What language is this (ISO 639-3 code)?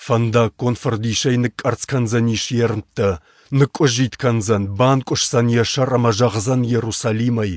oss